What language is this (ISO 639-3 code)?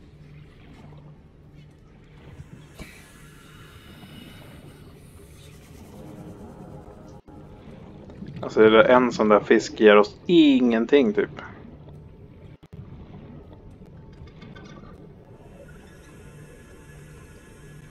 swe